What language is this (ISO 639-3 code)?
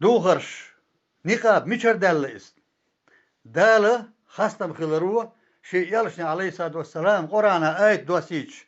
che